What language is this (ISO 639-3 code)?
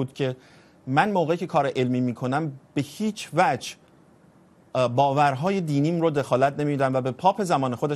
fas